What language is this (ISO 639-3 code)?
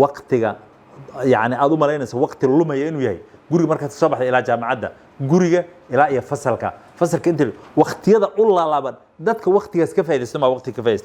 som